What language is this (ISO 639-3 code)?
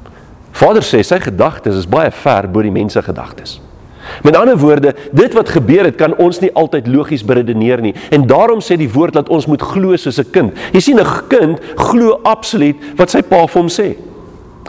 afr